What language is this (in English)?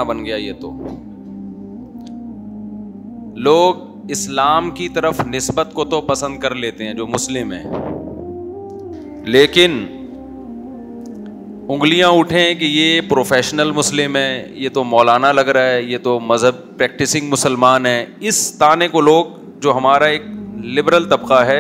Urdu